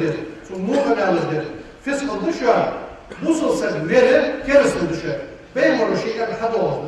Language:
Ingush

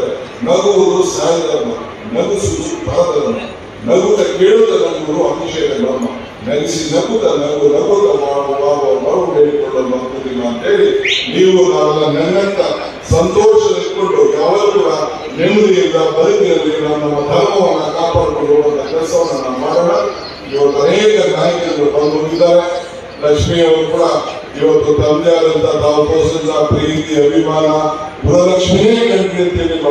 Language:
Kannada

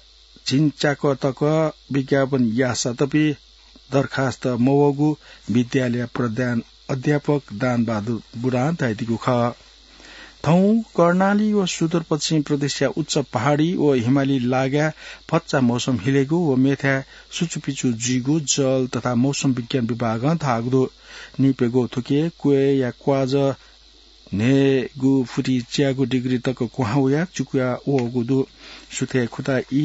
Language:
Newari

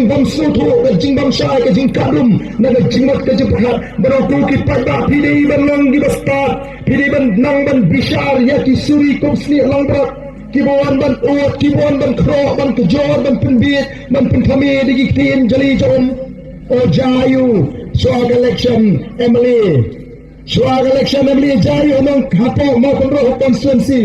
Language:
Khasi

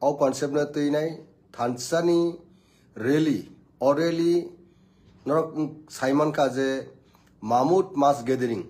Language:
Kok Borok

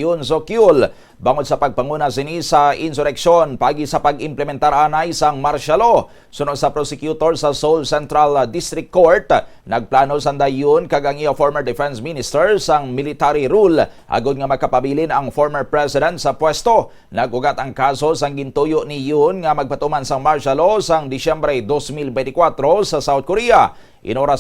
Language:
Hiligaynon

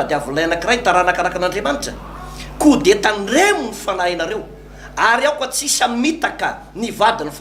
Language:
Malagasy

